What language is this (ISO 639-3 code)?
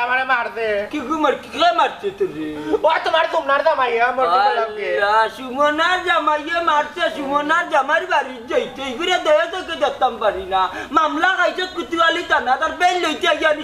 syl